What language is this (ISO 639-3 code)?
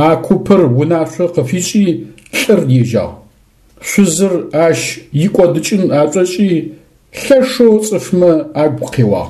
ady